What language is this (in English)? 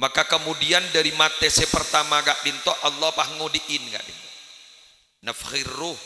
Madurese